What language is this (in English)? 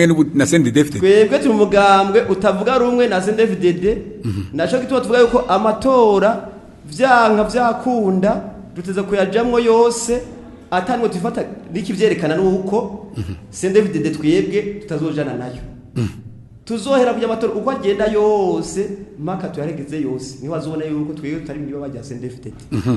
Rundi